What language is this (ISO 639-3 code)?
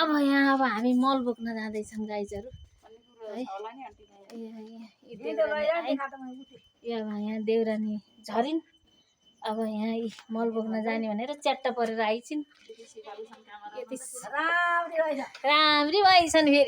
nep